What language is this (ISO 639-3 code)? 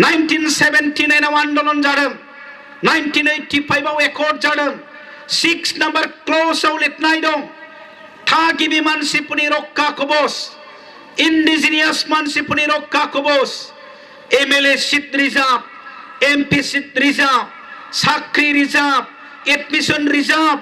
brx